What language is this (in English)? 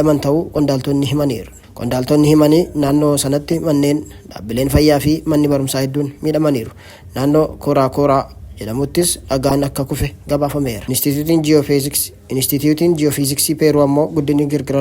Oromo